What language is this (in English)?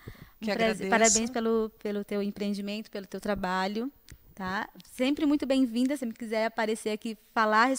Portuguese